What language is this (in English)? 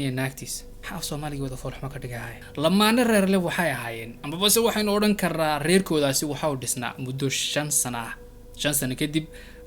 Somali